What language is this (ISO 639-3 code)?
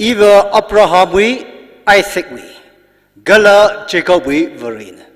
nmf